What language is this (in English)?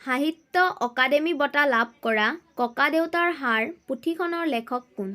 Assamese